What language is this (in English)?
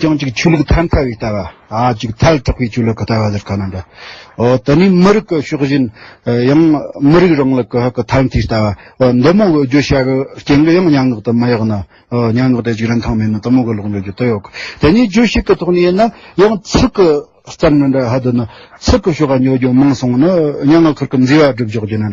Tibetan